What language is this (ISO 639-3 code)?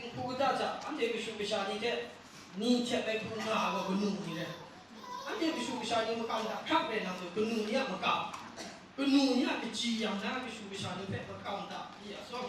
kac